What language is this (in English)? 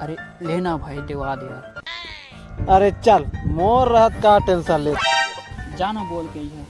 Chhattisgarhi